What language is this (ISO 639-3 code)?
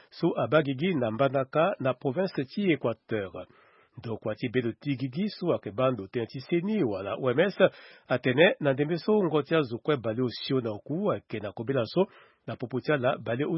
sag